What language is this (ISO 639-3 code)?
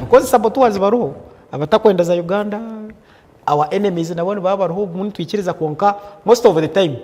nyn